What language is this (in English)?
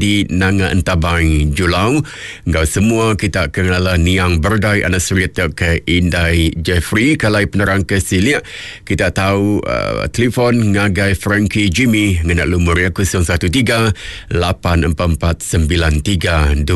Iban